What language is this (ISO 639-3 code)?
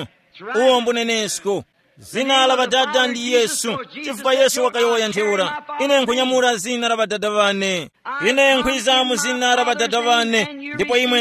tum